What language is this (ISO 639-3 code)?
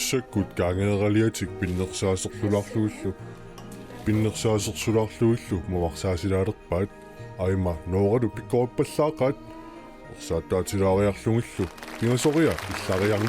kal